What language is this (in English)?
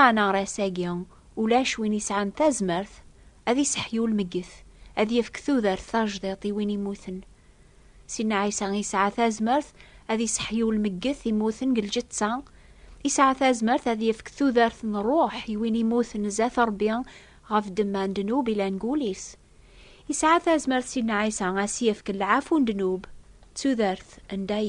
Kabyle